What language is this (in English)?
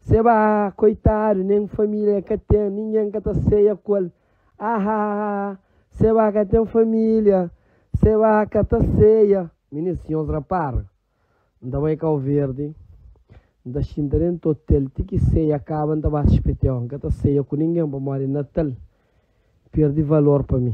Kabuverdianu